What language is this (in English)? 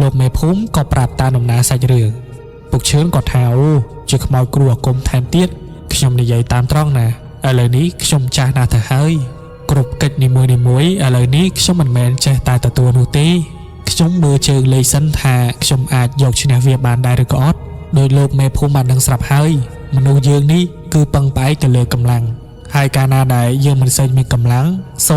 Khmer